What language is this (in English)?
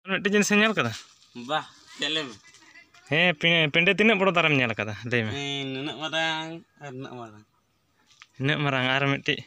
Santali